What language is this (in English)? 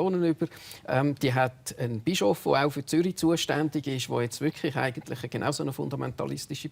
Swiss German